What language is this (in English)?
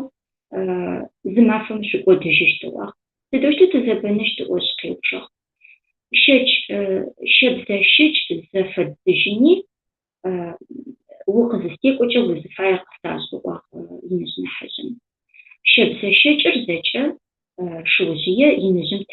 Adyghe